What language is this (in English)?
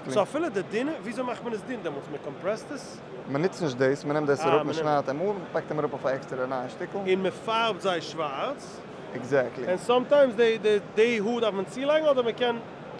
Yiddish